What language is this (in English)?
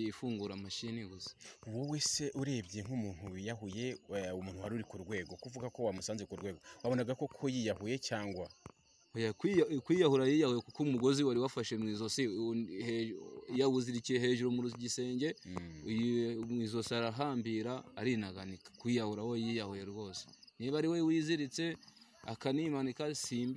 Kinyarwanda